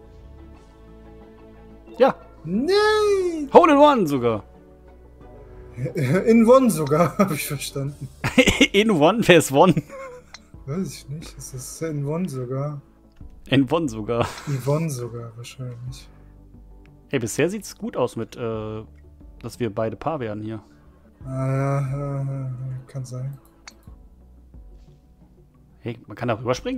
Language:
German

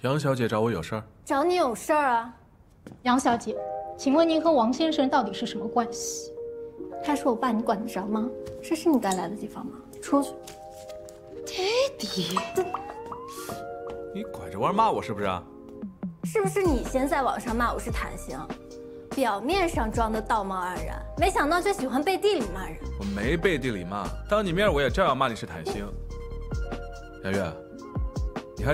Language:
Chinese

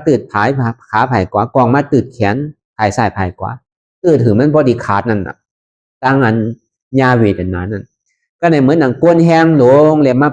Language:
Shan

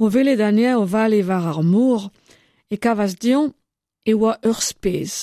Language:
Breton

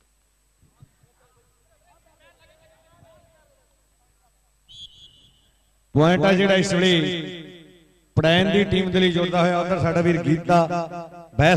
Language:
Punjabi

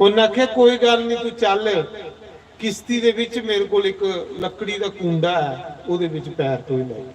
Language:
Dogri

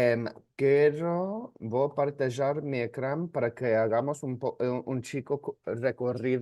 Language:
Ladino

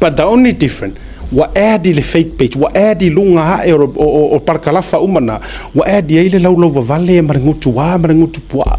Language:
Samoan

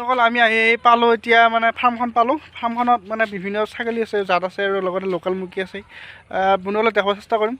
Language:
Assamese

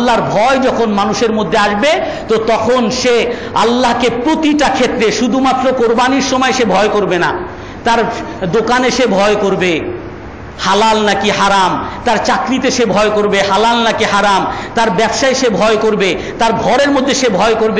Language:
Bangla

